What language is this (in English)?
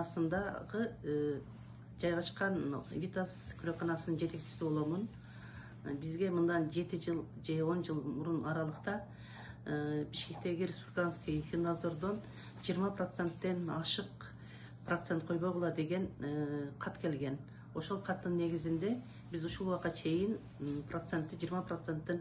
Kyrgyz